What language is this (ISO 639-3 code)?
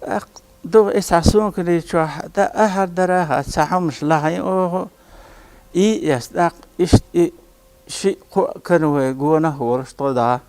che